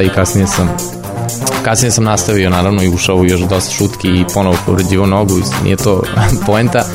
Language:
Serbian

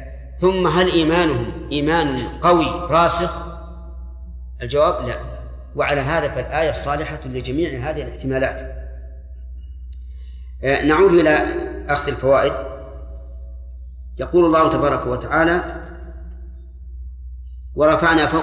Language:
Arabic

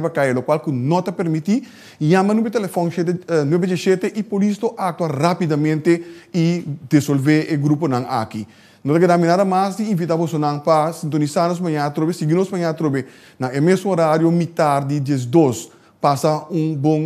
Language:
Papiamento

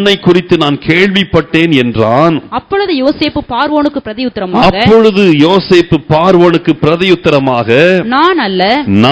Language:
Tamil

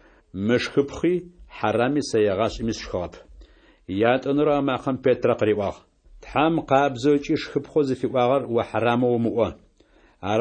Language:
Adyghe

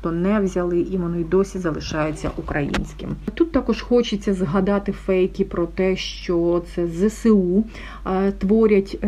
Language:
Ukrainian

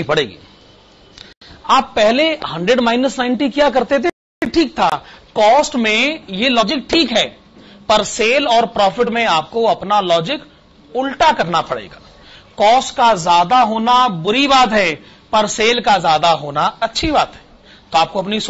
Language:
Hindi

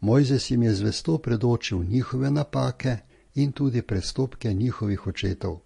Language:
Slovenian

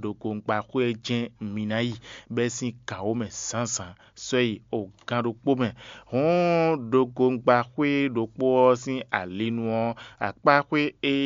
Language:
Fon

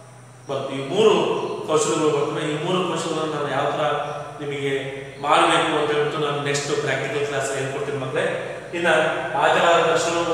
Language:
Kannada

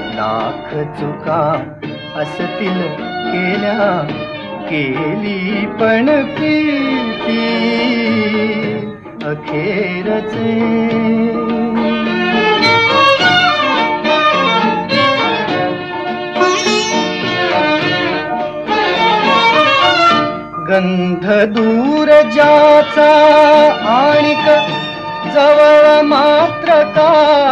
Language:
Marathi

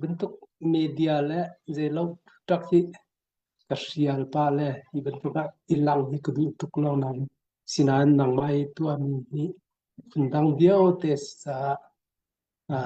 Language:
Hakha Chin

